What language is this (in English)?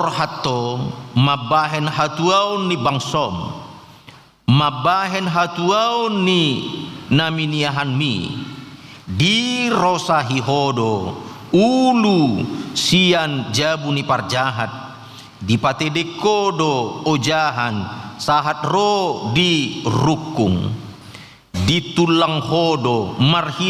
Batak Toba